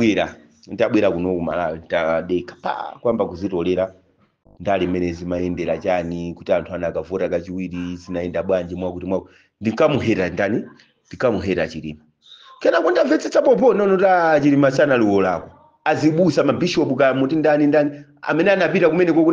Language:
Nyanja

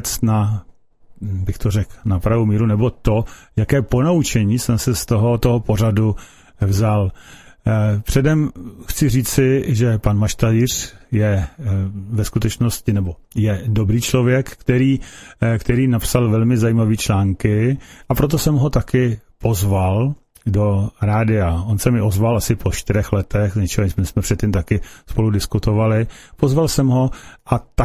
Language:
Czech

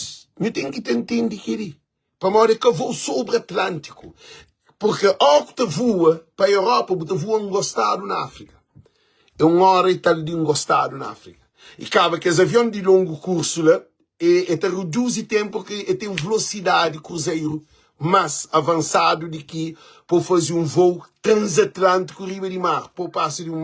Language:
Kabuverdianu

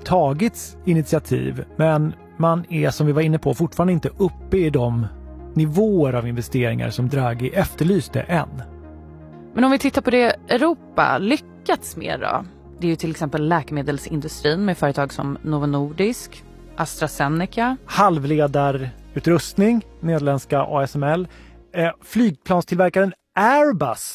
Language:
Swedish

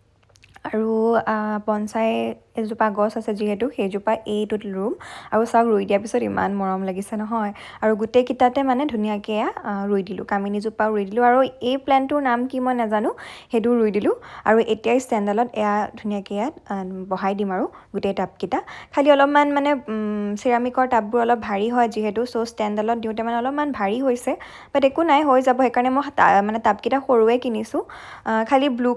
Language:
Assamese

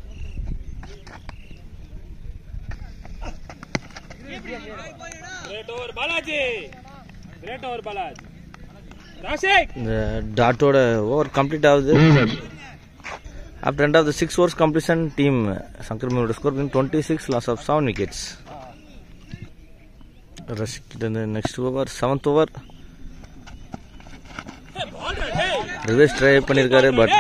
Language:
Tamil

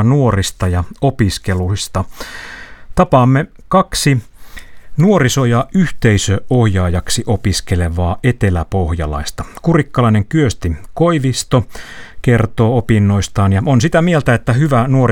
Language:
Finnish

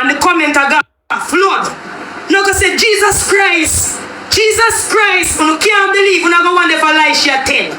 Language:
Jamaican Creole English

